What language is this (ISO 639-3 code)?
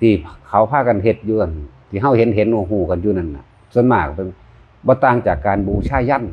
tts